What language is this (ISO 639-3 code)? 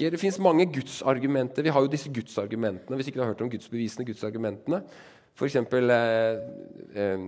nor